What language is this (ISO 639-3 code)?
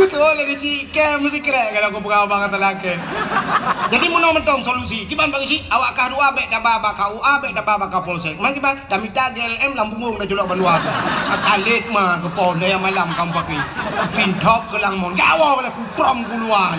ace